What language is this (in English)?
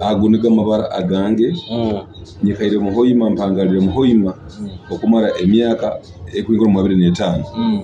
Nyoro